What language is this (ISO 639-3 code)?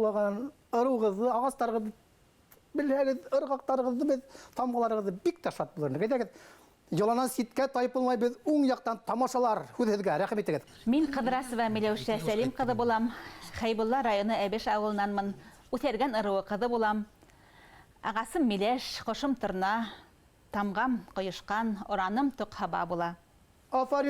bak